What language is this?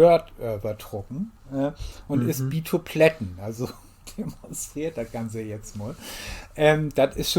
Low German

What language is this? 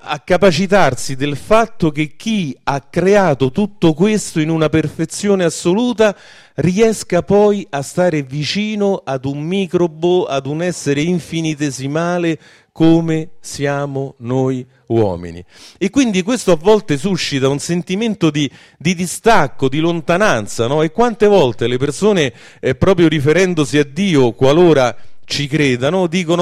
Italian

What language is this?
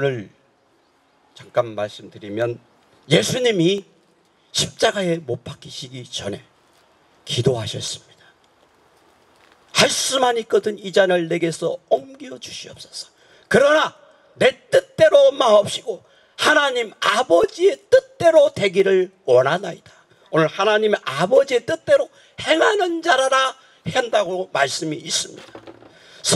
Korean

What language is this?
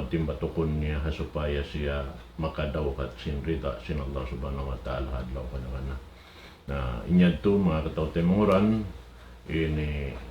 Tausug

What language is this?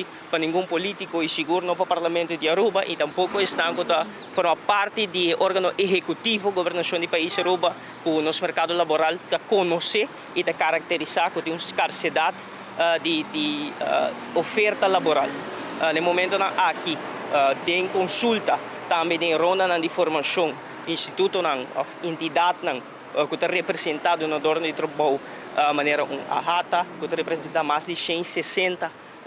Papiamento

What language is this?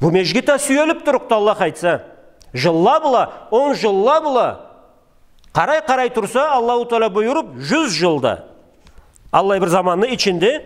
Karachay-Balkar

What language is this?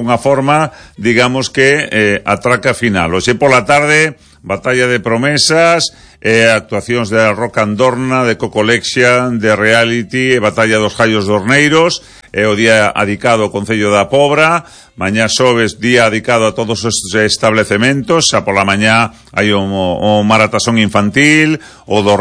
Galician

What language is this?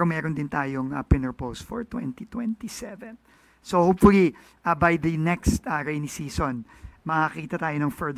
Filipino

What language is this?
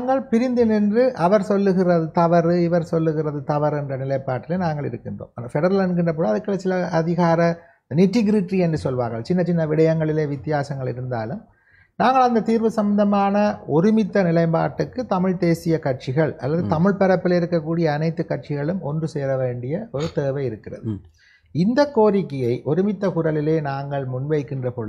Tamil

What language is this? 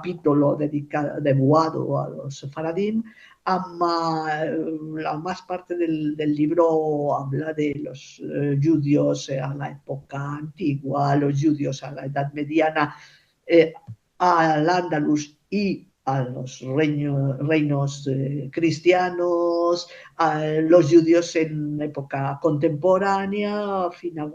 Ladino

